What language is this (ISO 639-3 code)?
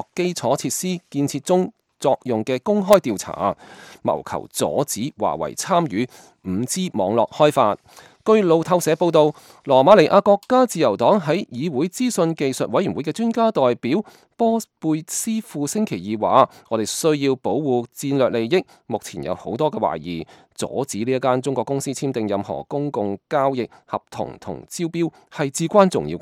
yue